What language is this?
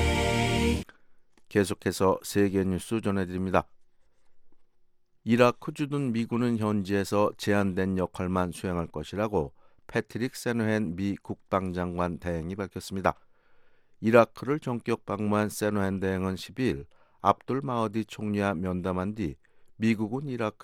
Korean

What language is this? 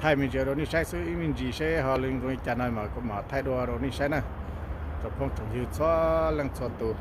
Hmong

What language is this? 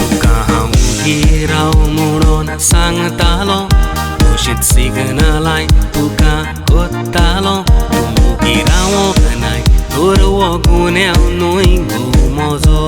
Konkani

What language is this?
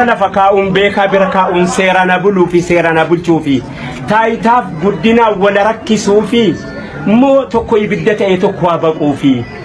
Oromo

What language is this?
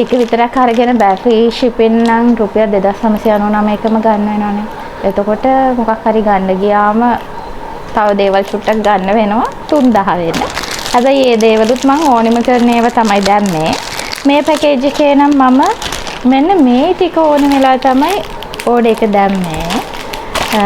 Sinhala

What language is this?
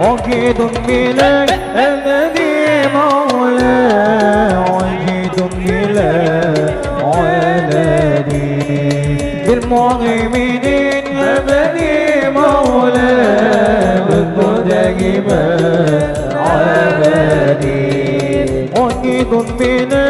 Banjar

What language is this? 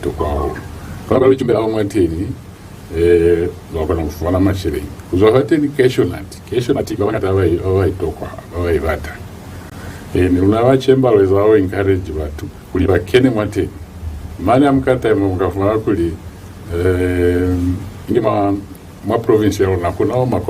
Lozi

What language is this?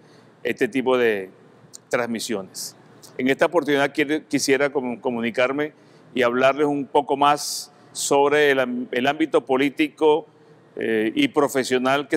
Spanish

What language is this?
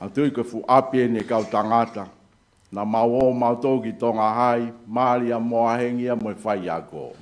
Tongan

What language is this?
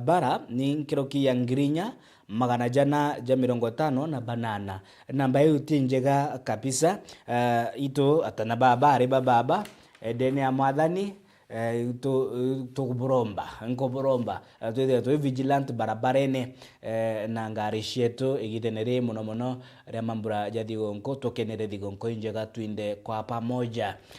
Meru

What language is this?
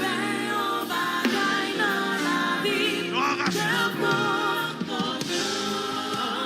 Haitian Creole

